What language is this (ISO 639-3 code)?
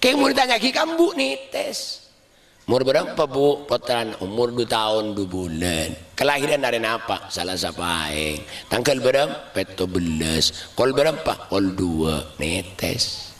mad